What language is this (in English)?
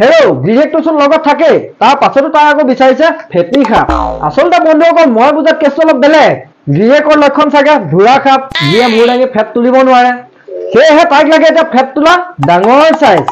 Assamese